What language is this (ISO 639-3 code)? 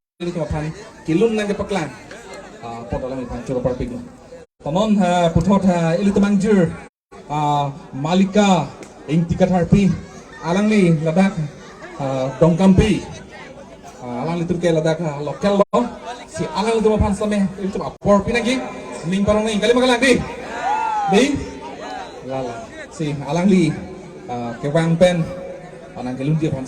mjw